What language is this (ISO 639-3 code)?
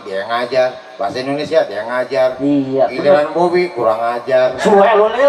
bew